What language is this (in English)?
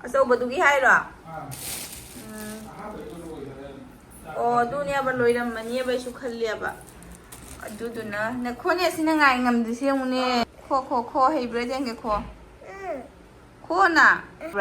Manipuri